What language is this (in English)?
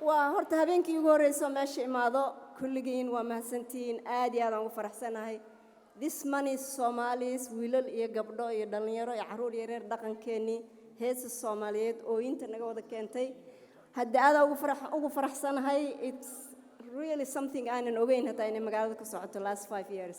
Somali